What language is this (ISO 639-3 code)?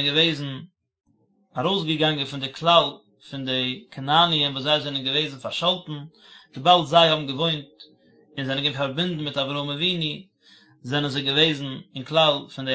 yid